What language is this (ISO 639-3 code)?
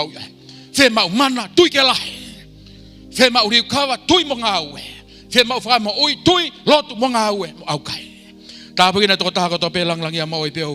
ton